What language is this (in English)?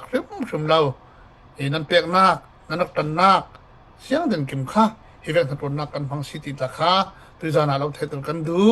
Falam Chin